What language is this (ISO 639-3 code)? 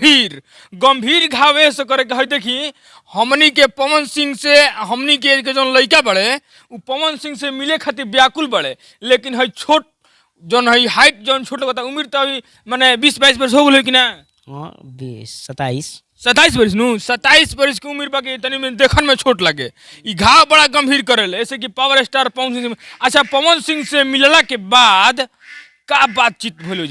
bho